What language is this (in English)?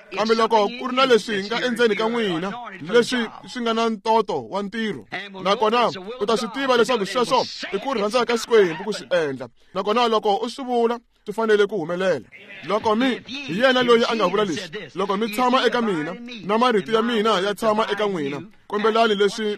Tsonga